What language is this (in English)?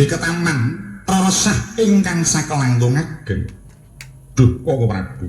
Javanese